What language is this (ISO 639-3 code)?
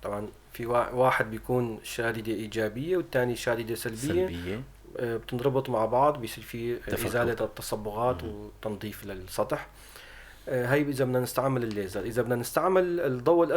apc